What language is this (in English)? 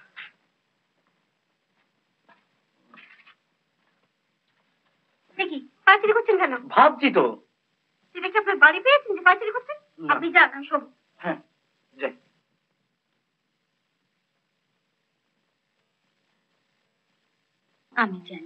Bangla